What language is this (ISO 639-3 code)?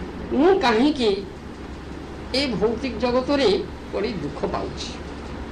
ori